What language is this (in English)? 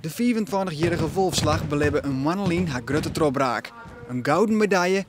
Western Frisian